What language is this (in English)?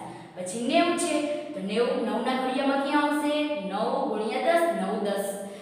Gujarati